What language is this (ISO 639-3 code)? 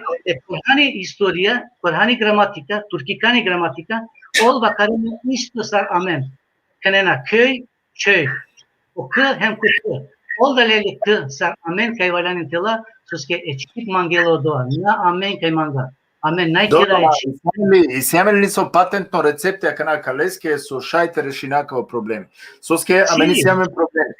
rmn